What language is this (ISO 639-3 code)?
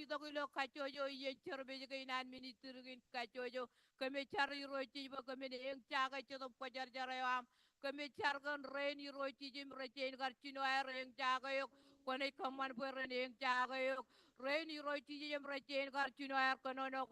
mah